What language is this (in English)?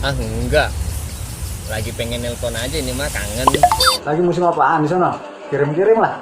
Betawi